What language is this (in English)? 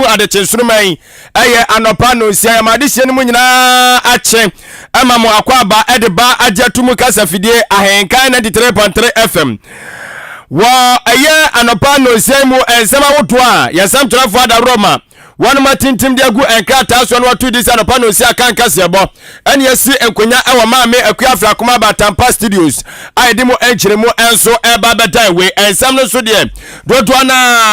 Akan